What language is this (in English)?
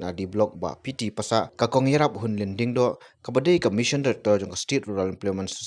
Khasi